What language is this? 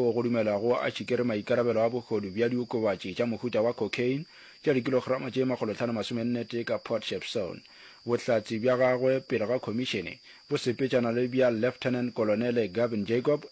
Northern Sotho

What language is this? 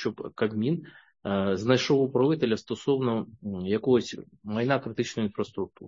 Ukrainian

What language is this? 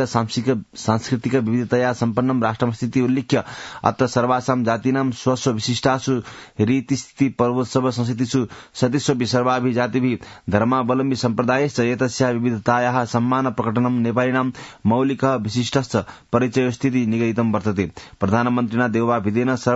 Sanskrit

